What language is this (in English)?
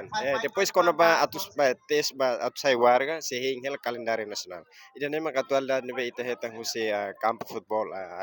Tetum